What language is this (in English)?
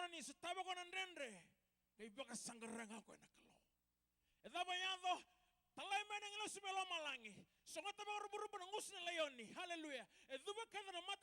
Fijian